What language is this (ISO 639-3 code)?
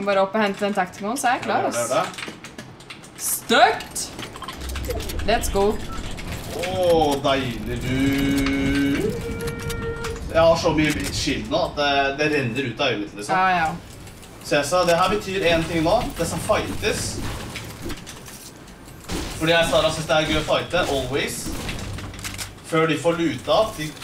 nor